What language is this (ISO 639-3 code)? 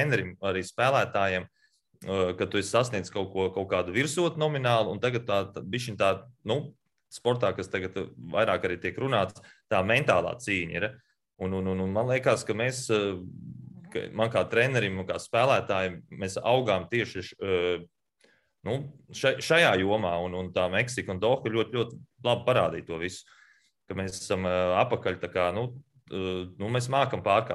lav